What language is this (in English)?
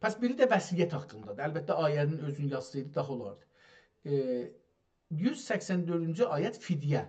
South Azerbaijani